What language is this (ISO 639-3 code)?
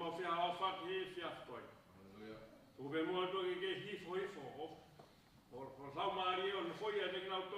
ton